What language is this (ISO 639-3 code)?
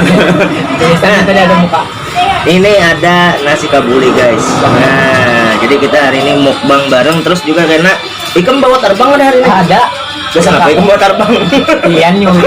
bjn